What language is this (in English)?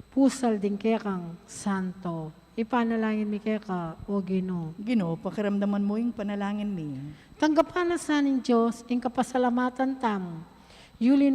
Pampanga